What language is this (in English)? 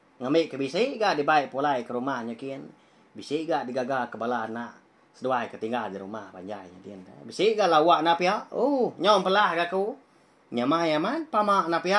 Iban